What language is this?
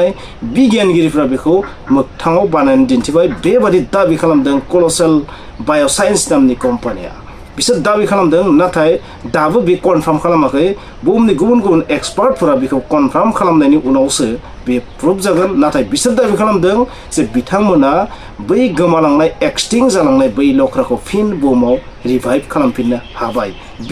Bodo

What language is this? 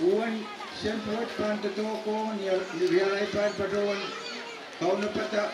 Pohnpeian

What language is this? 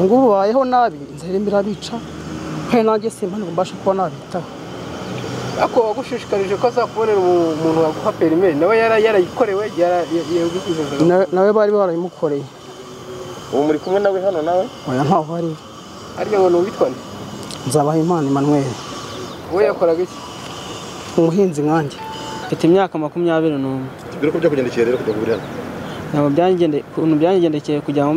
Kinyarwanda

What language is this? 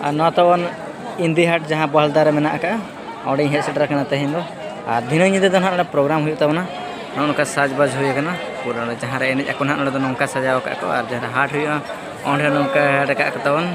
Santali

